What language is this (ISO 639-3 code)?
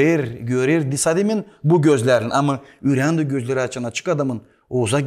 gag